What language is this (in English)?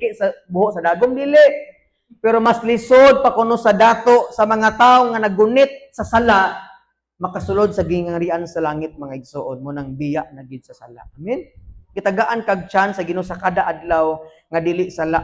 Cebuano